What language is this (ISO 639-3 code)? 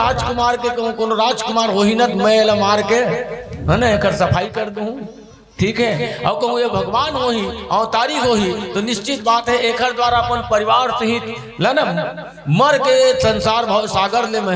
hne